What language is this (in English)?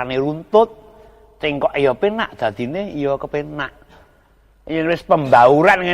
Javanese